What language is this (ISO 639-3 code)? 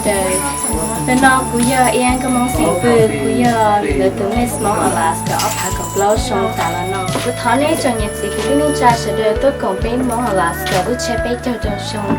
hmn